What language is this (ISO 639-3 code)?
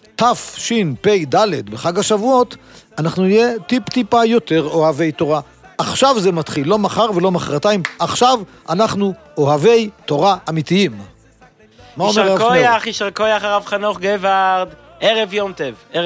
heb